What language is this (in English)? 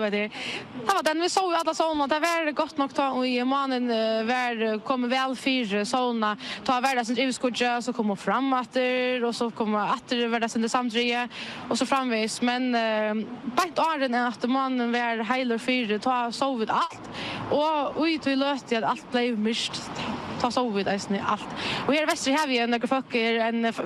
Faroese